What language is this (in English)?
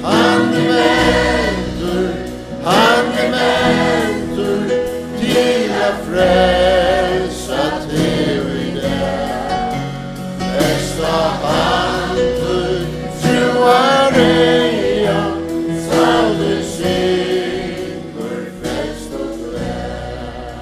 Faroese